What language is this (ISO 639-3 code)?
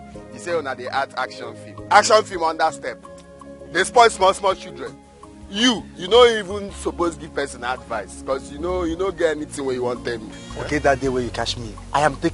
pcm